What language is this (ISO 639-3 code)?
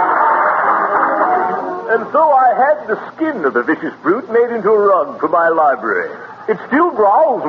eng